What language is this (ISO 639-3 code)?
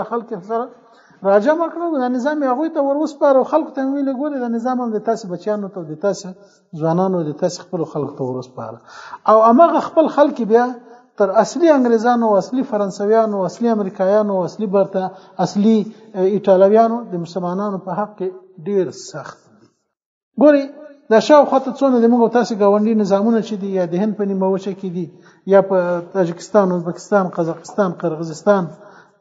pus